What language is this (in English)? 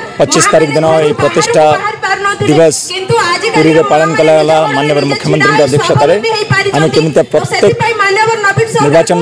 Odia